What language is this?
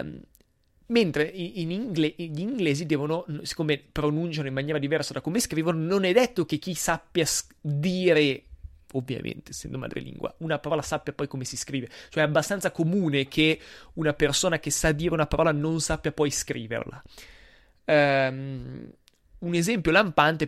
Italian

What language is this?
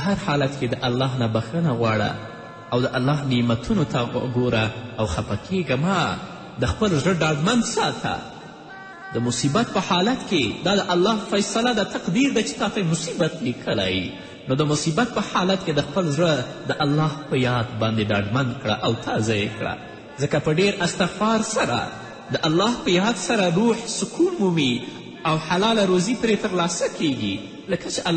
Pashto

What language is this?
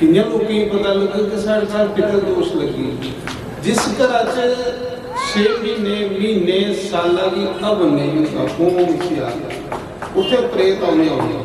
Dogri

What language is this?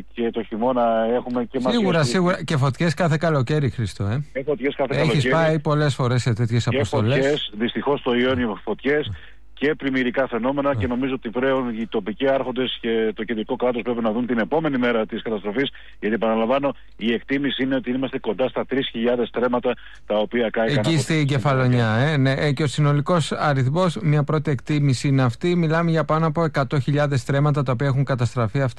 Greek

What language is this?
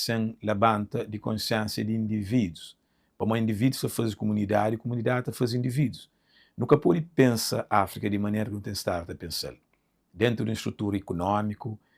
Kabuverdianu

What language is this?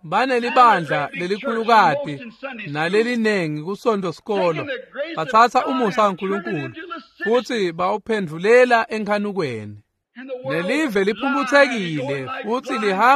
Swati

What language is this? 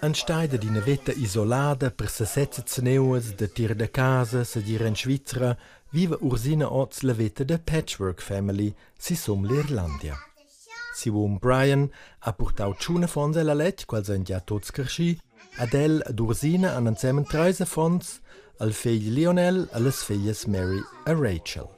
Romansh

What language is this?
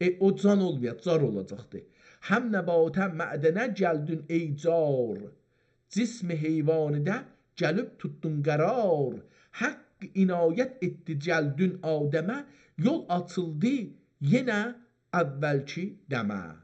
South Azerbaijani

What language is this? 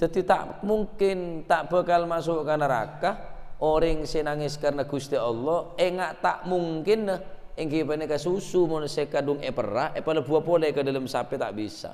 Madurese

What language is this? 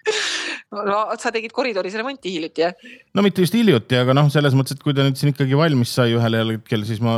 Estonian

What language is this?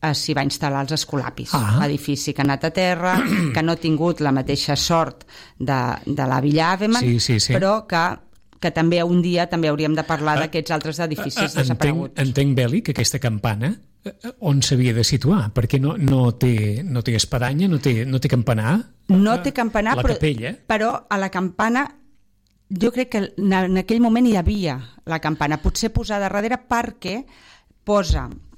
Catalan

